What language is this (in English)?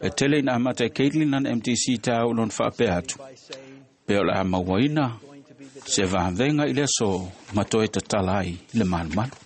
Samoan